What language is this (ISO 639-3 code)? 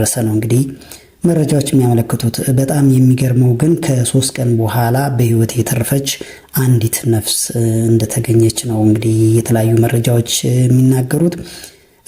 amh